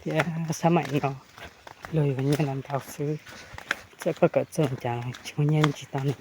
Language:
Hmong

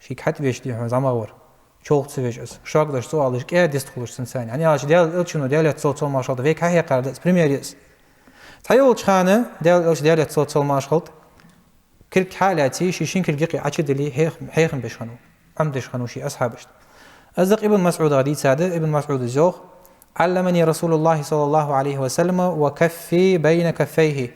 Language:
Ingush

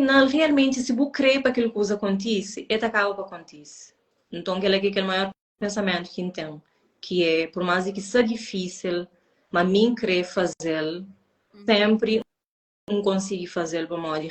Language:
Kabuverdianu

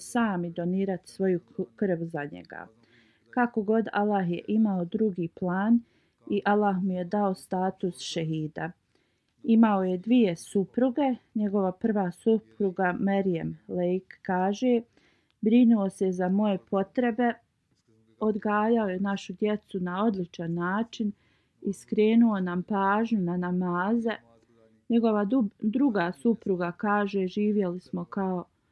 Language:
Bosnian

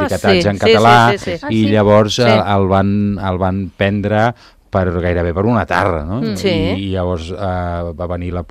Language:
Catalan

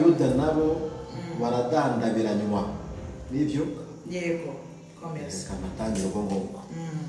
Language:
Kinyarwanda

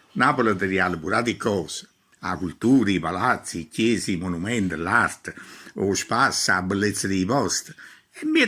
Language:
Neapolitan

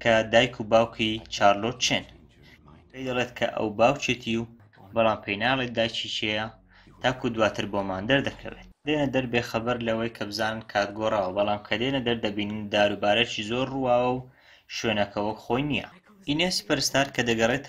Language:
Central Kurdish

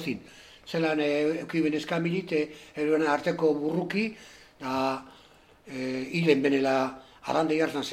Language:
Basque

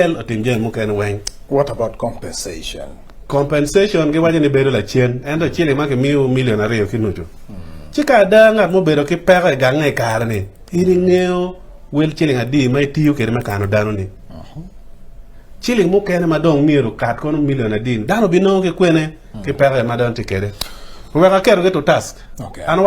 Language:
Acoli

